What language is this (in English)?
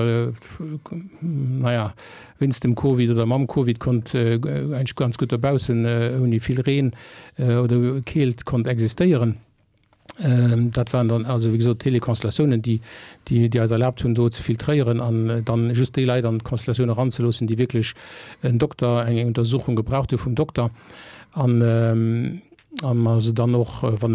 Luxembourgish